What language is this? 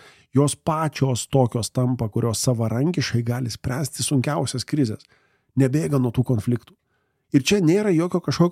Lithuanian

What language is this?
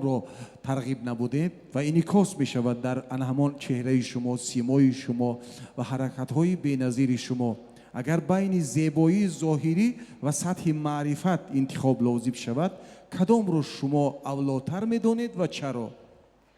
Tajik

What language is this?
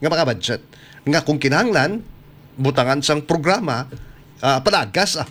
Hiligaynon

